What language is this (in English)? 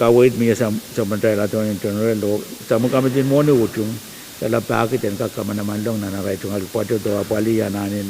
Pohnpeian